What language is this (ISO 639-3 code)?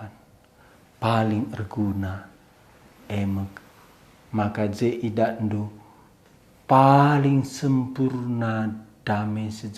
btx